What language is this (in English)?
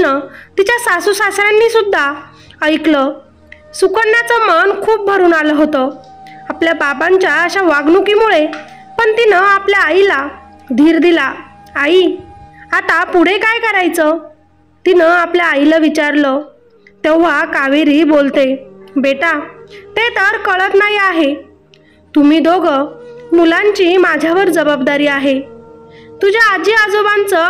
Marathi